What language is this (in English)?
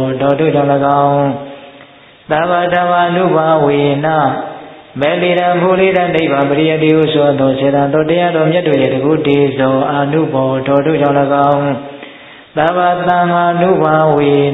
Burmese